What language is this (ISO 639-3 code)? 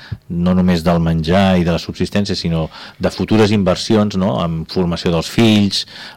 cat